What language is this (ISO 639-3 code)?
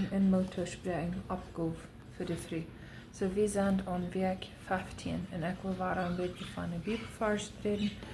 pdt